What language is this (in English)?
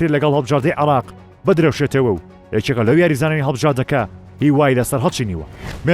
Central Kurdish